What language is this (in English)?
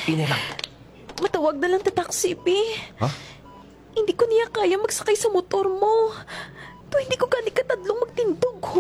Hiligaynon